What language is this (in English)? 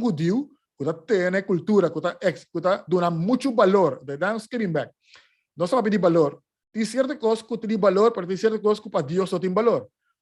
Papiamento